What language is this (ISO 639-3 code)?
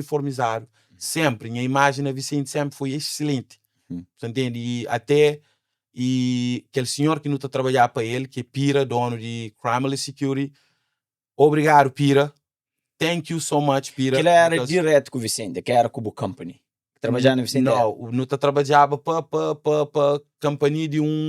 kea